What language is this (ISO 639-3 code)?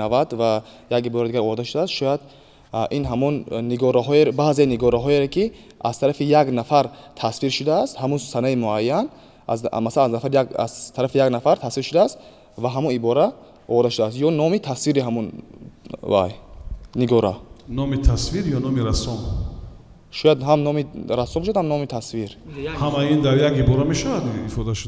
tgk